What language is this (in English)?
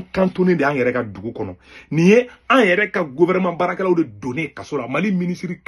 Bambara